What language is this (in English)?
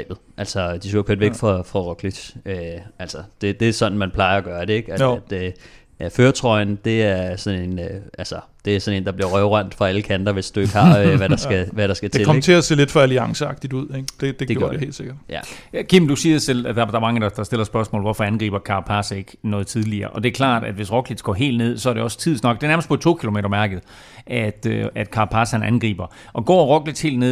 Danish